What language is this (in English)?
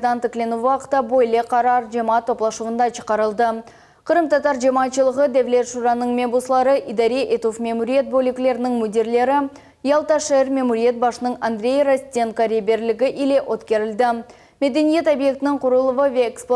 Crimean Tatar